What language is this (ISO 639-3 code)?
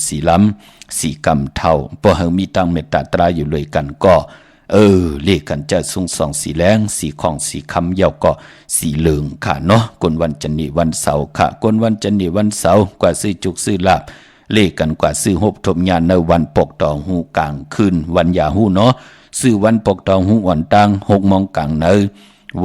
shn